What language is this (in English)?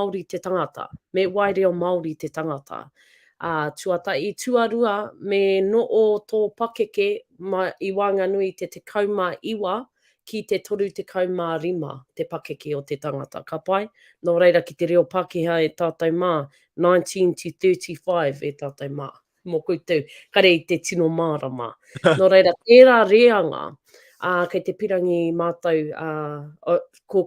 Māori